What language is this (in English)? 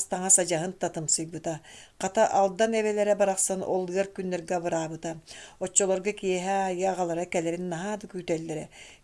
Yakut